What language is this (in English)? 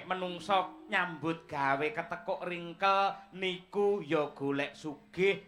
Javanese